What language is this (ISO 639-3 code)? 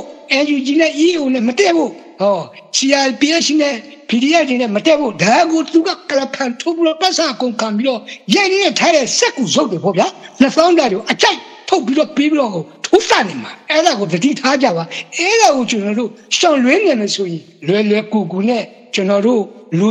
mya